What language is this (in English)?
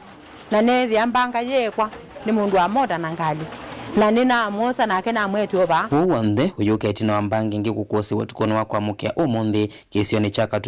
Kamba